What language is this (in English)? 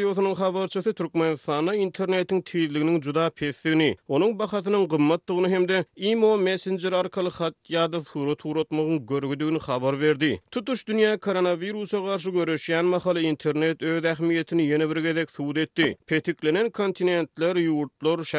Turkmen